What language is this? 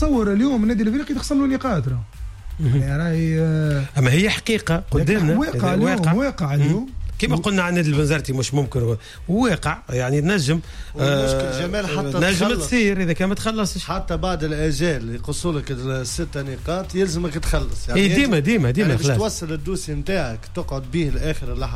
Tunisian Arabic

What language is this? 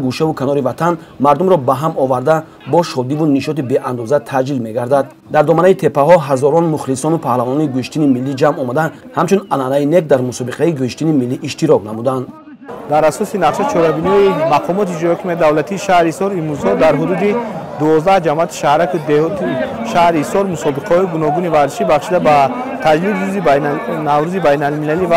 Tajik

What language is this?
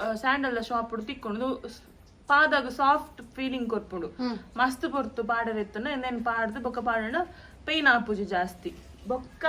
Tulu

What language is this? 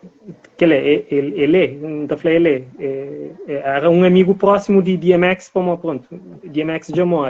Kabuverdianu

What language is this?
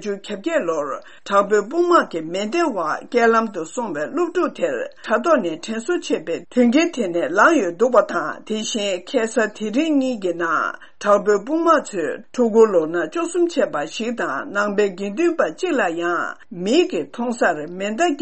Tibetan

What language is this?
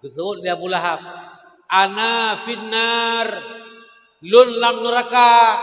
Achinese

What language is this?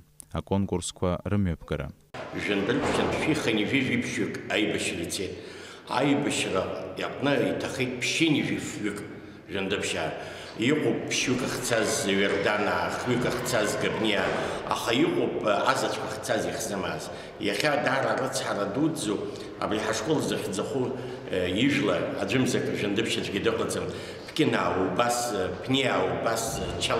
Abkhazian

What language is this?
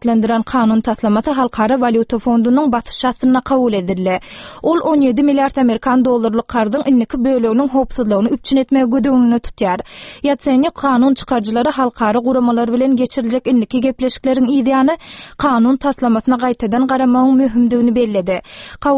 Turkmen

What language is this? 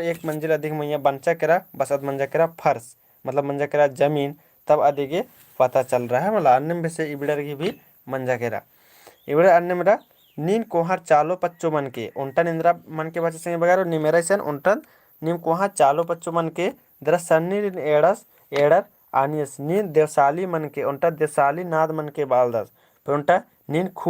Kurukh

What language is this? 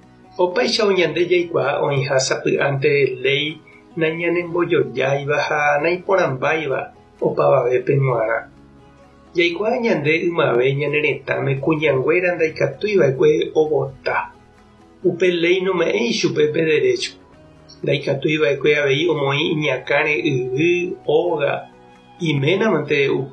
Guarani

